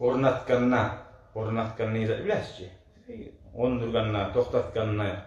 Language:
Kumyk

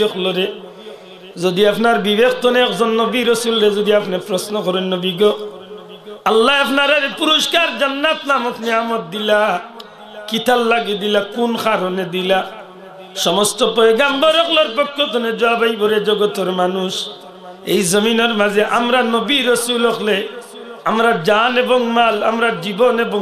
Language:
Sylheti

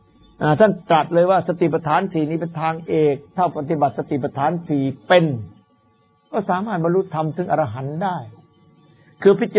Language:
Thai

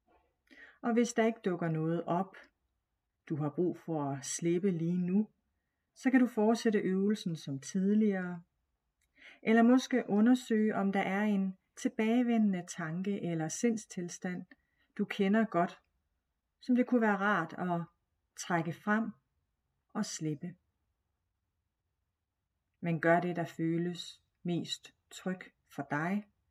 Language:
Danish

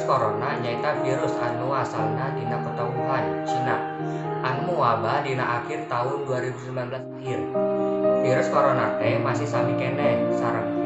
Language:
Sundanese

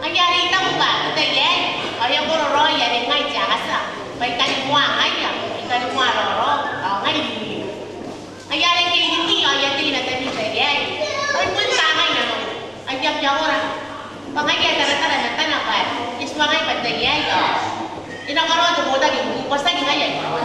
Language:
Gilbertese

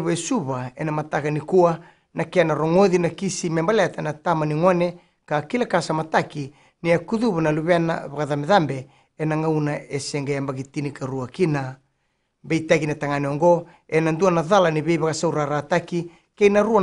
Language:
Fijian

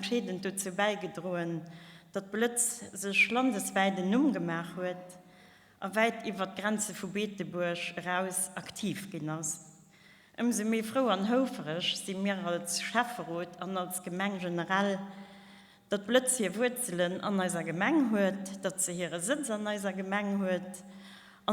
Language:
Luxembourgish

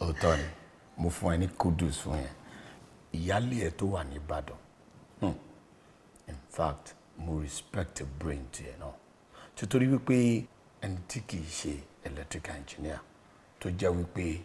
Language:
Yoruba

